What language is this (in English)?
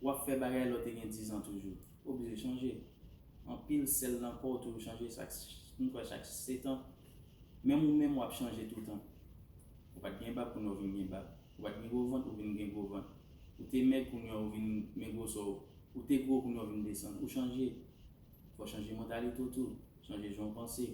Haitian Creole